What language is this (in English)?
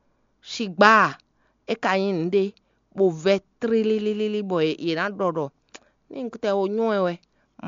Fon